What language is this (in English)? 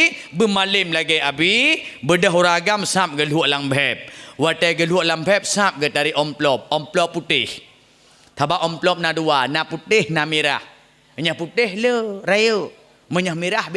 Achinese